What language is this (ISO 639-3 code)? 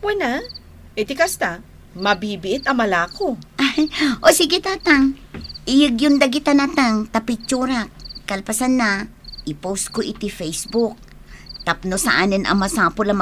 ilo